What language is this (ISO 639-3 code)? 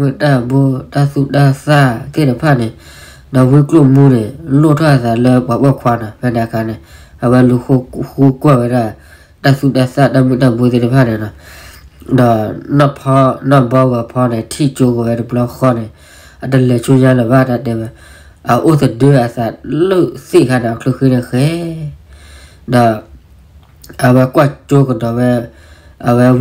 ksw